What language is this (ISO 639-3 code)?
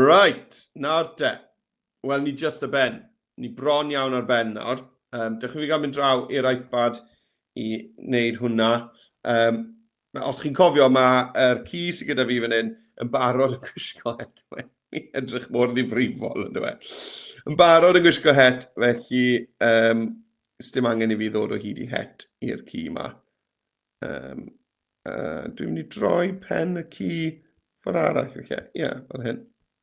cym